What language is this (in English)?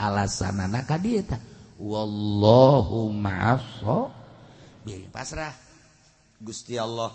Sundanese